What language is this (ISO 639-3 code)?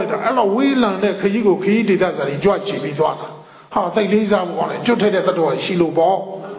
mya